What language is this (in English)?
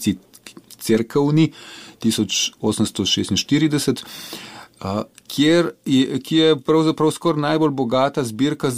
Slovenian